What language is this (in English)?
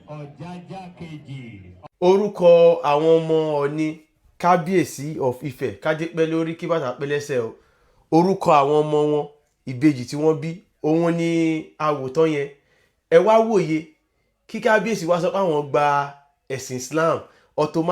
Yoruba